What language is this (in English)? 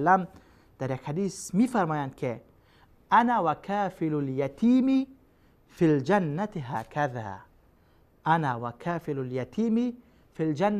Persian